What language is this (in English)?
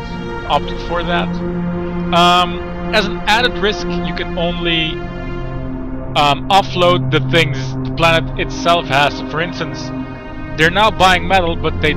English